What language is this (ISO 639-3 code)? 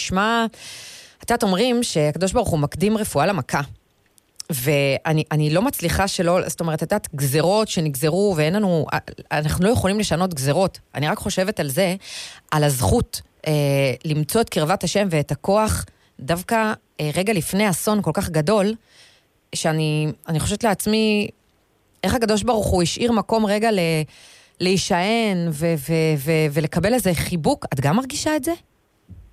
heb